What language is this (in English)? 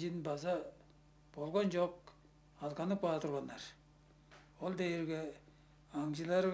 Tuvinian